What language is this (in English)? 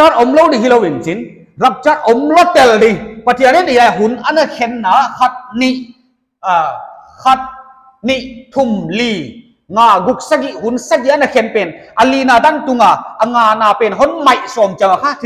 Paite Chin